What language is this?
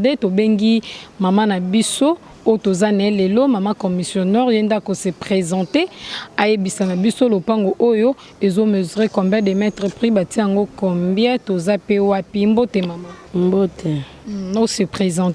Lingala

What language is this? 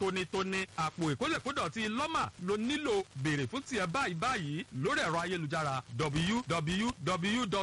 Yoruba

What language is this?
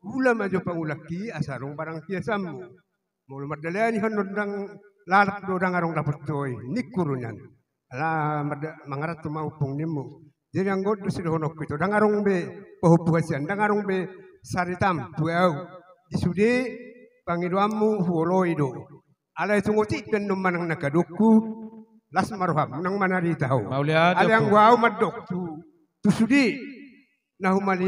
Batak Toba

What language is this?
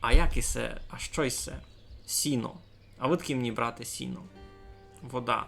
Rusyn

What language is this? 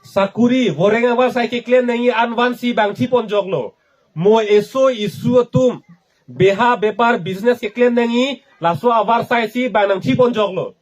Karbi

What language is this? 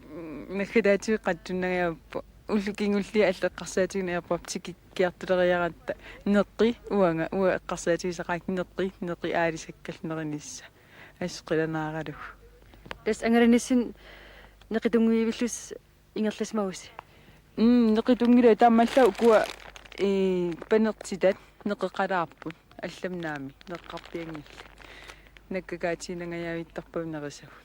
Kalaallisut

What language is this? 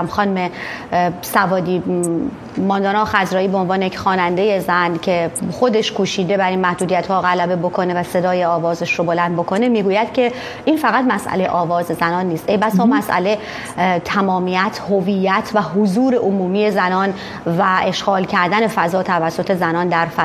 Persian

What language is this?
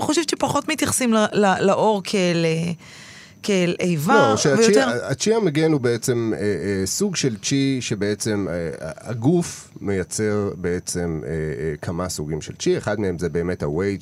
Hebrew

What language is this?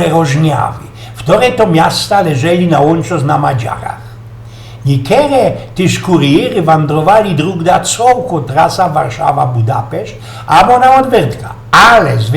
Silesian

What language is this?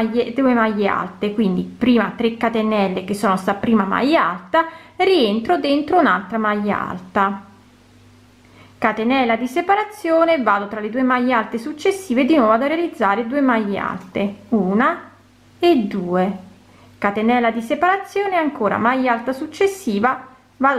Italian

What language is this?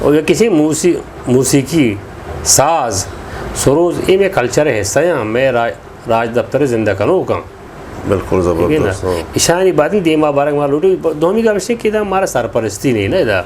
Eastern Balochi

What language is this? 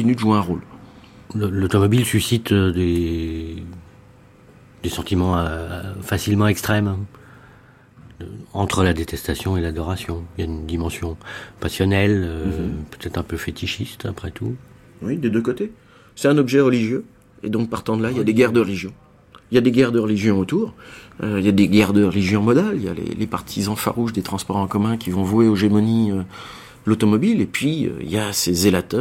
French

